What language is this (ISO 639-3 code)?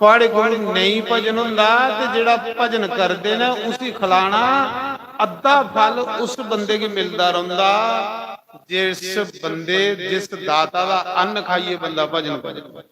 doi